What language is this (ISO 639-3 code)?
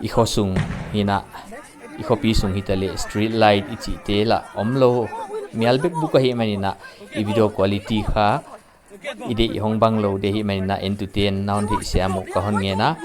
pck